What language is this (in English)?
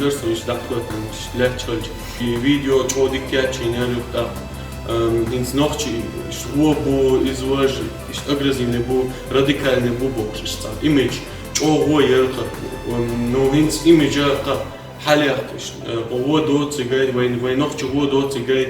Chechen